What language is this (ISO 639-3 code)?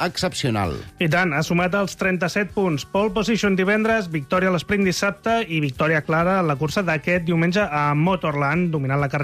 cat